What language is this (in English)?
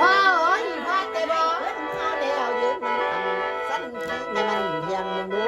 Northeastern Thai